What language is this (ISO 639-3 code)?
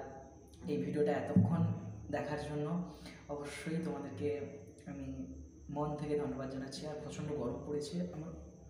ben